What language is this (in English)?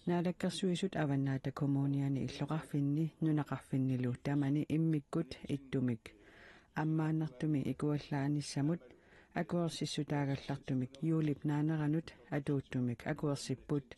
Kalaallisut